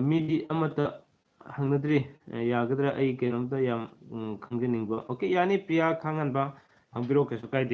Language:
Manipuri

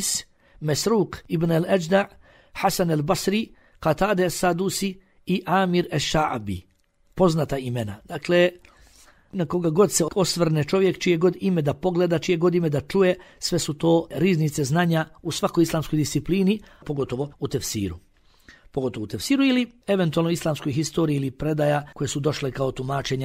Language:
Bosnian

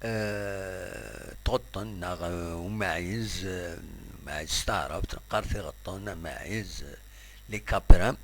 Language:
Kabyle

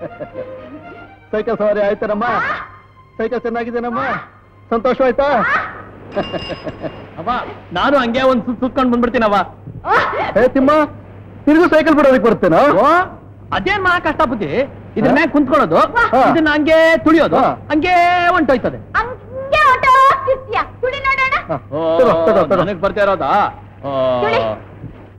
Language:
Kannada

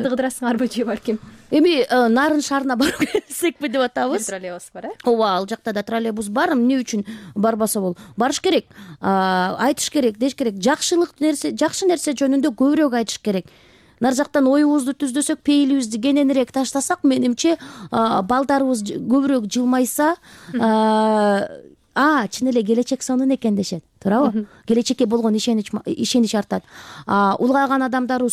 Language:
Kyrgyz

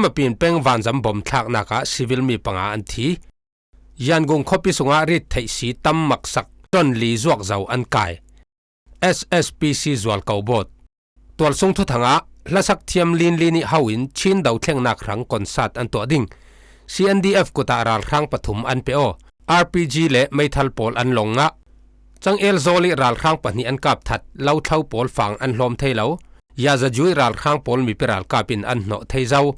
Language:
Falam Chin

